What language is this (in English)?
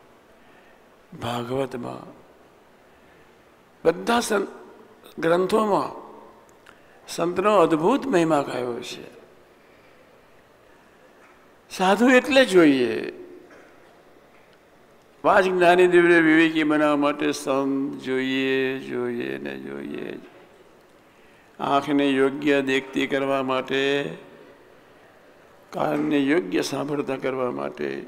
Gujarati